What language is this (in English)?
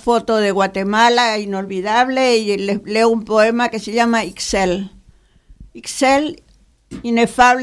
Spanish